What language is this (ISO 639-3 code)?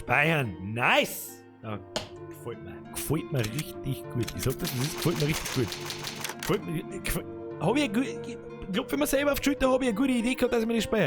bar